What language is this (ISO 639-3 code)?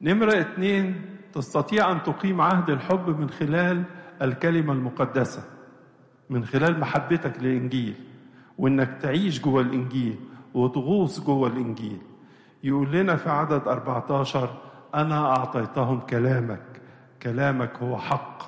arz